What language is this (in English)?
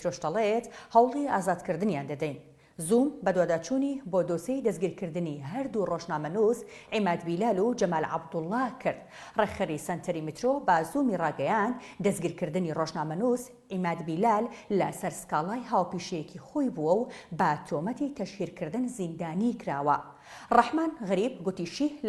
Central Kurdish